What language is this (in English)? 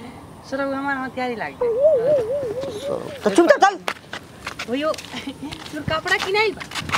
Bhojpuri